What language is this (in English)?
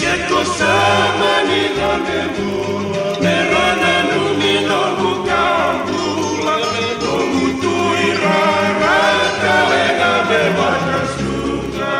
Fijian